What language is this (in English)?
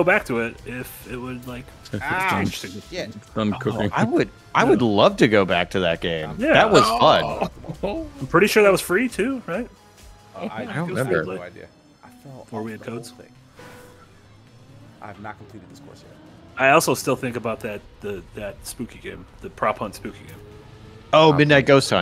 English